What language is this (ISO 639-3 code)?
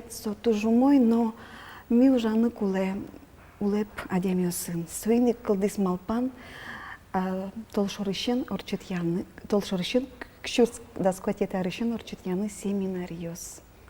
udm